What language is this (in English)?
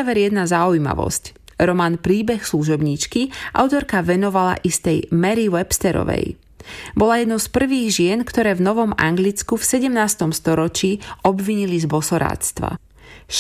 Slovak